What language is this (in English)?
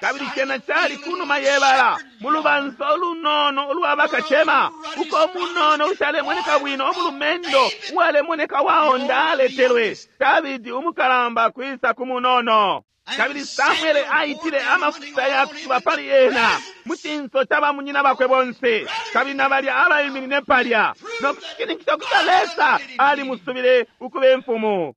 Bemba